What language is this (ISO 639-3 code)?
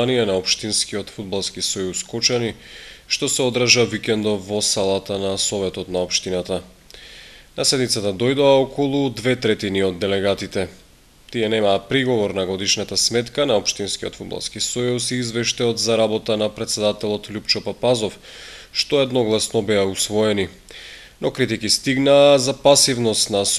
mkd